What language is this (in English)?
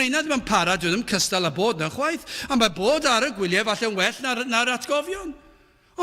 Welsh